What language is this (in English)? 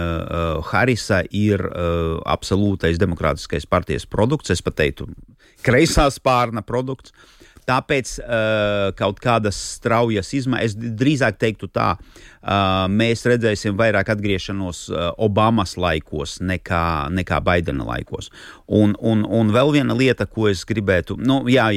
Latvian